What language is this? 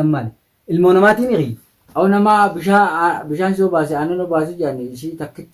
Oromo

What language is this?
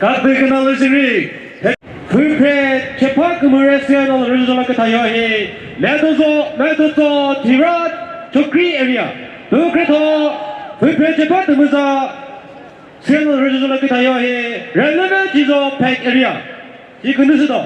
Chokri Naga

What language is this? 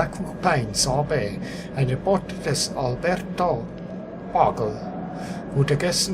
Swiss German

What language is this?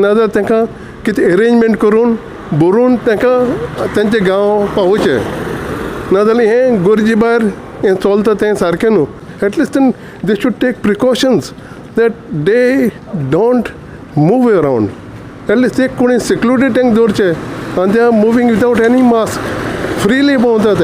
Konkani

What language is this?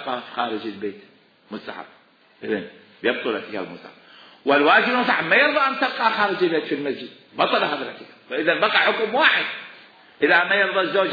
Mesopotamian Arabic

